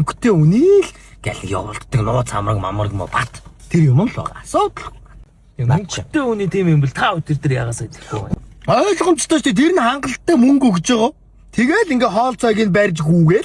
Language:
Mongolian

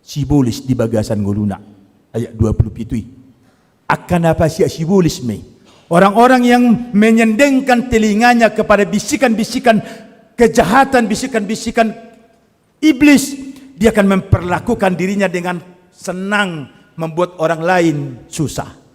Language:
Batak Toba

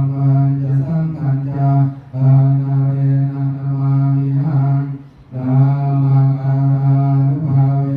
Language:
Pali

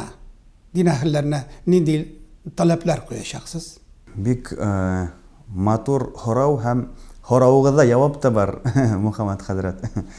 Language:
Tatar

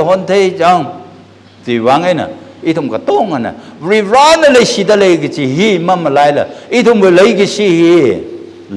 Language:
Tangkhul Naga (India)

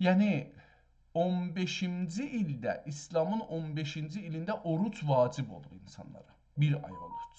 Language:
South Azerbaijani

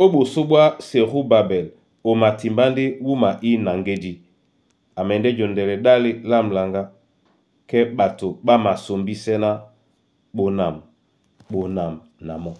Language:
Duala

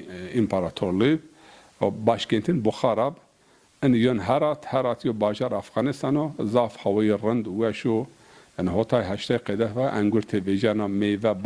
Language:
Zaza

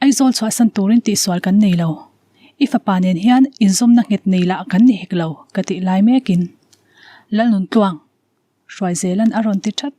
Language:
Mizo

